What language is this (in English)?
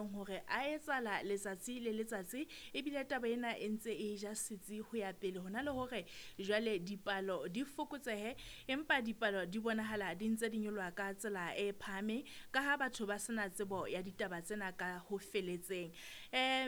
Southern Sotho